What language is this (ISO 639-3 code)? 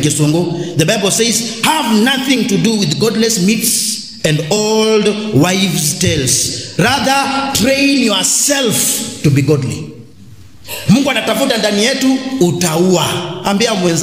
kam